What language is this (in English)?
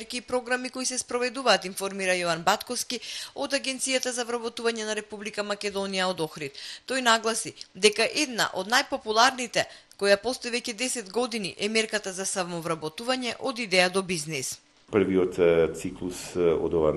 Macedonian